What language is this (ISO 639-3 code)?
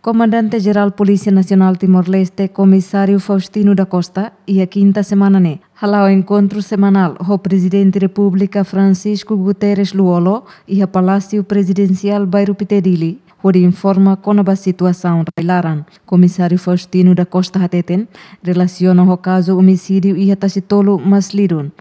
tet